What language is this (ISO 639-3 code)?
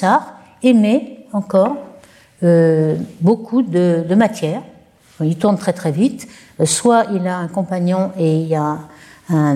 fra